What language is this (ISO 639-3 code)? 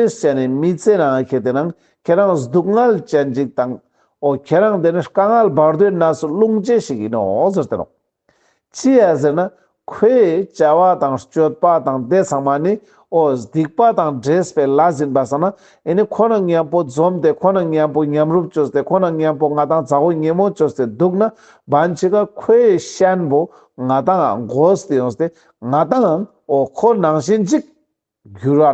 lbj